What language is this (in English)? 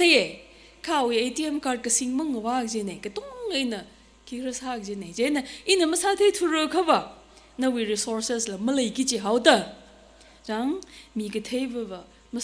Tangkhul Naga (India)